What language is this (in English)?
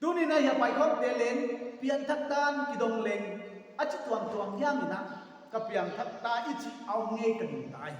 Paite Chin